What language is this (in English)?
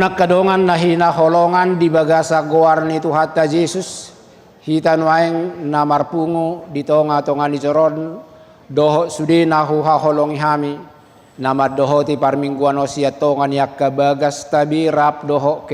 Batak Toba